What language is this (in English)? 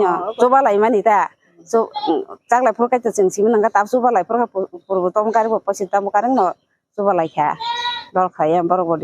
Kok Borok